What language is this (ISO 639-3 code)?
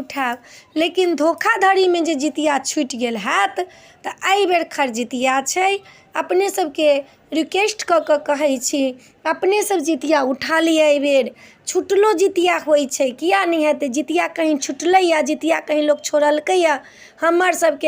mai